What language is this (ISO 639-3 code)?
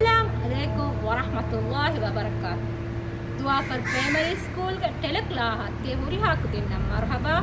div